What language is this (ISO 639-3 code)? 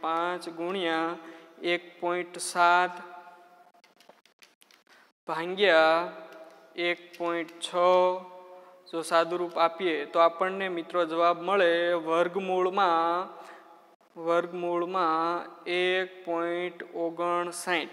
guj